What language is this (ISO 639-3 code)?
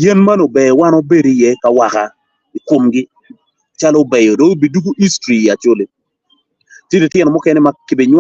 ach